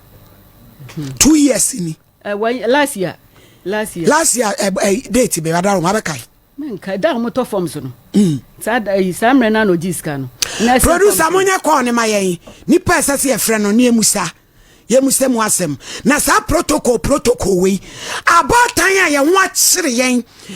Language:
Akan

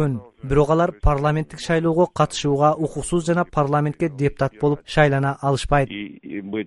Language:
Kyrgyz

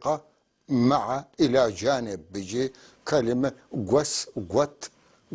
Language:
North Levantine Arabic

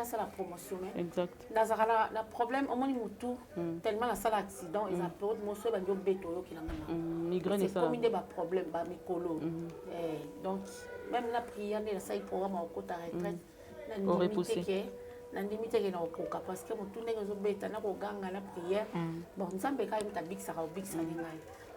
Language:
Lingala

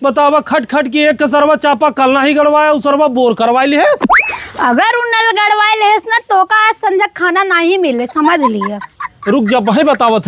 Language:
Awadhi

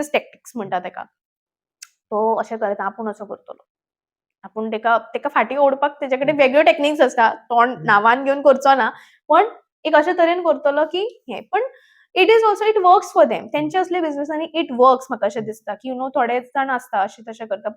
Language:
Konkani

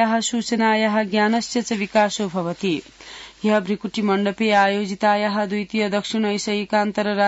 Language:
Sanskrit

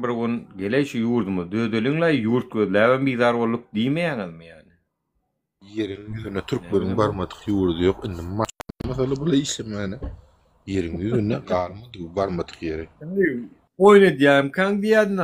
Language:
Turkmen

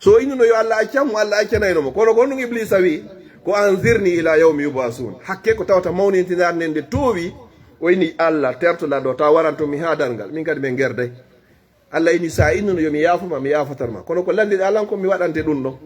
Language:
Fula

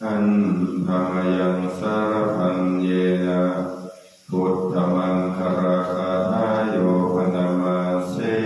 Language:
Pali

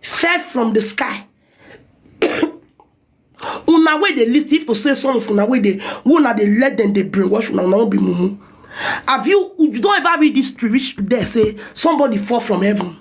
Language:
Nigerian Pidgin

